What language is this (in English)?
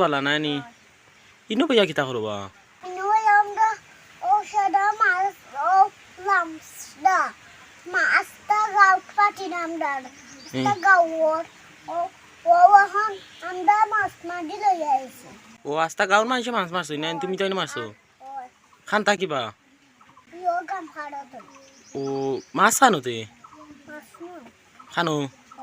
Sylheti